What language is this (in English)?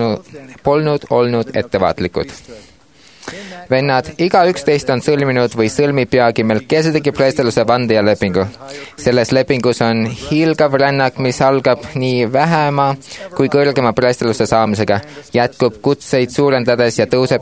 Estonian